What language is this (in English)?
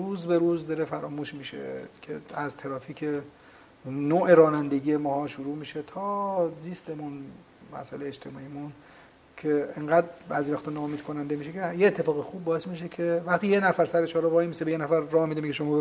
Persian